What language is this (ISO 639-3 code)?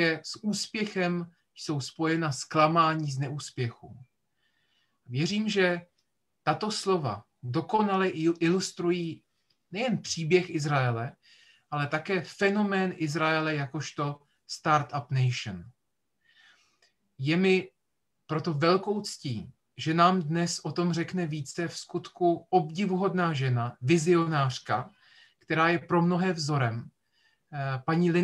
ces